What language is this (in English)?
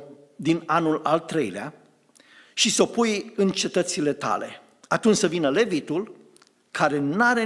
Romanian